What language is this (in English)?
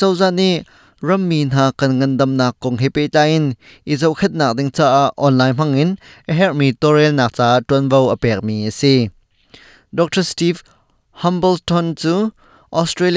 Hakha Chin